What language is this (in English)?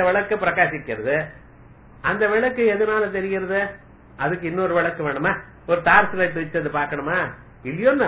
Tamil